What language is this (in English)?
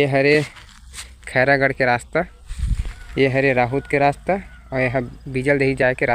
Chhattisgarhi